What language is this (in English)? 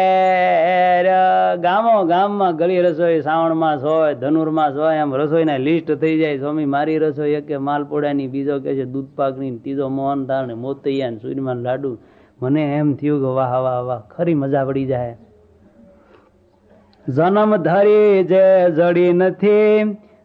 Gujarati